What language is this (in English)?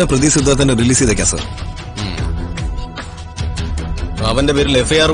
Malayalam